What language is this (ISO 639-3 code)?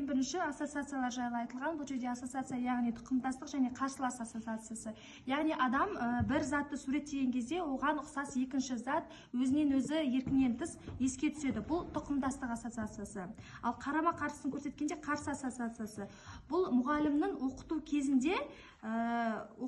kaz